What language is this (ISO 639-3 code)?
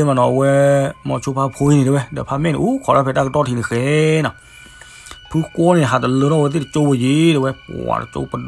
ksw